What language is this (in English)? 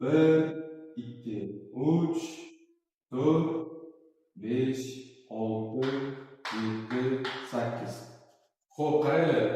Uzbek